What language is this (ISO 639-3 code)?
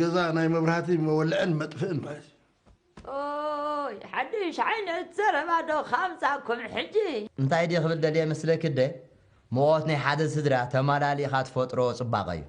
tir